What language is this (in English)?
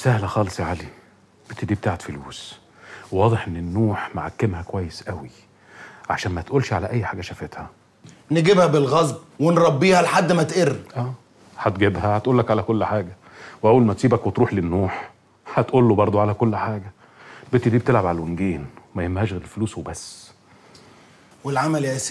Egyptian Arabic